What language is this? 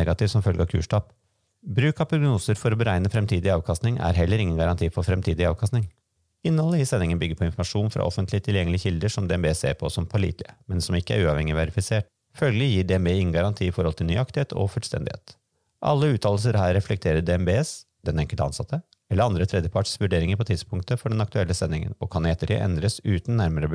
Norwegian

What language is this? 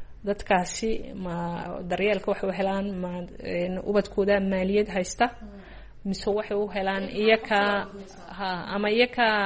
Somali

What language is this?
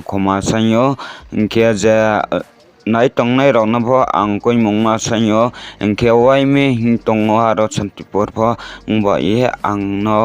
Riang (India)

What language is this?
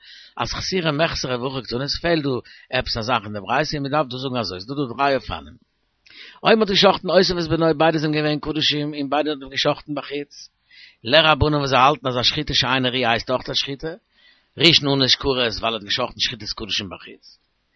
Yiddish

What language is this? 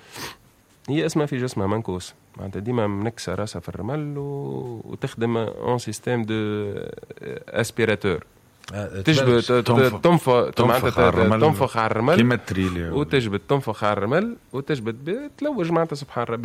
Tunisian Arabic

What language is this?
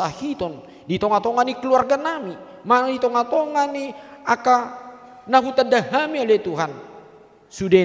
Batak Toba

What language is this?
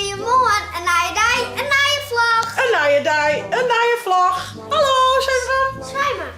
Western Frisian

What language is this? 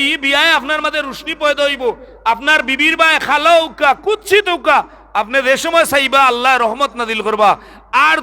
Sylheti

